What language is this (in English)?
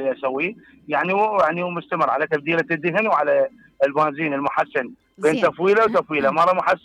Mesopotamian Arabic